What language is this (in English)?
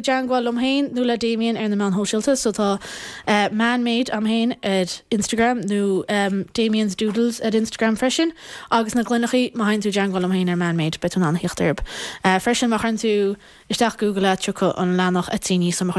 Irish